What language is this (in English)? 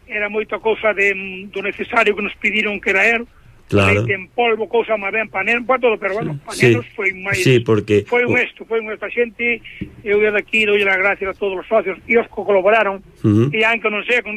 Galician